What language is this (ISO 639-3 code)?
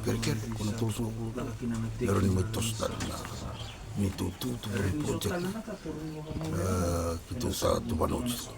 fij